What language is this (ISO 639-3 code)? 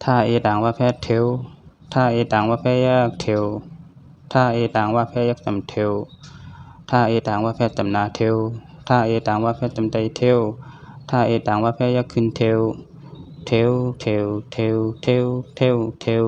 shn